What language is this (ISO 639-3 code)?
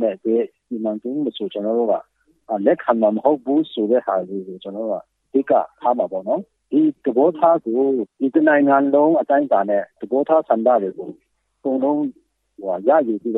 mya